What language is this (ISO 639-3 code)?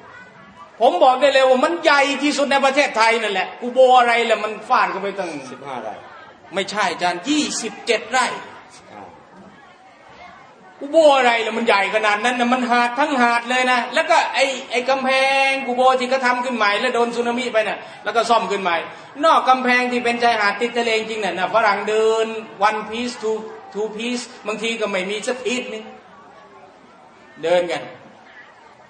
tha